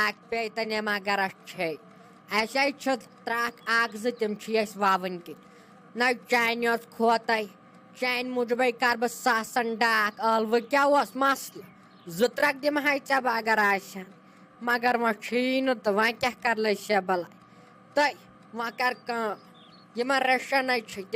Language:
Kashmiri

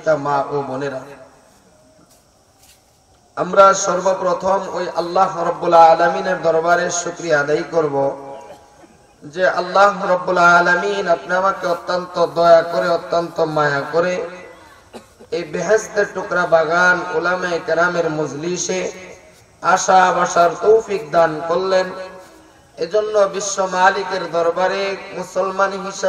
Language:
Bangla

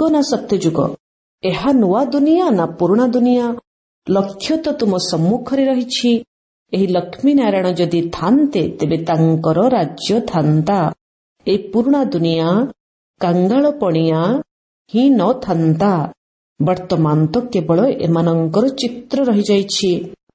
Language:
Odia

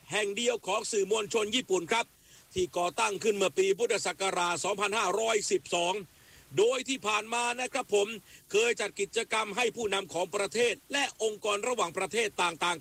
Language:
Thai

